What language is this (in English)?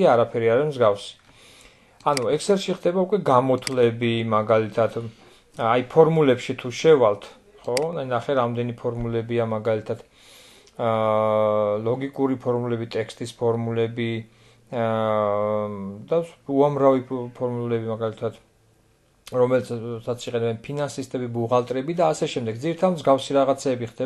Georgian